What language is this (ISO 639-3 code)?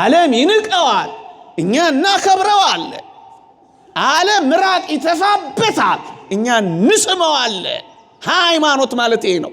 amh